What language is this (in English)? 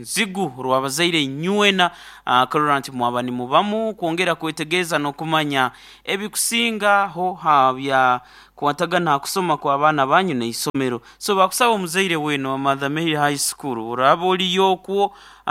Nyoro